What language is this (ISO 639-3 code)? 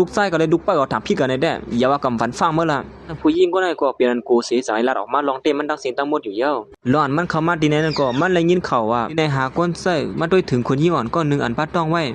shn